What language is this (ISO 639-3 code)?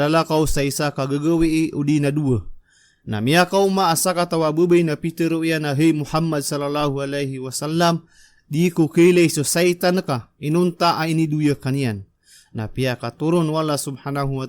mrw